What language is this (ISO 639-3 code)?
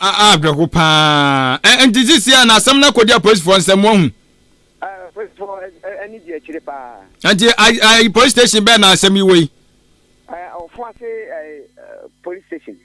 aka